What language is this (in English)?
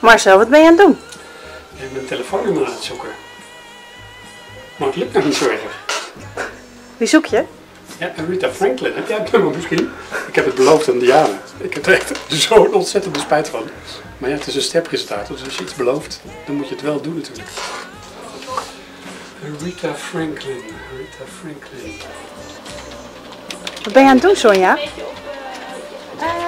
Dutch